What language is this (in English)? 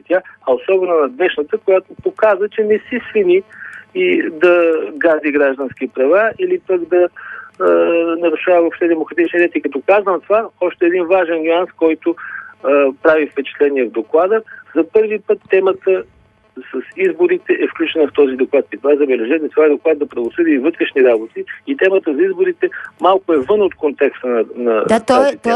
Bulgarian